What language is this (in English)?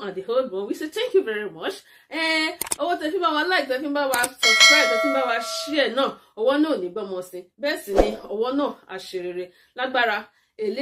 Yoruba